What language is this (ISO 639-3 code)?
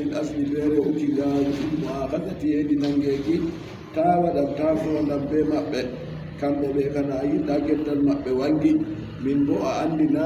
fub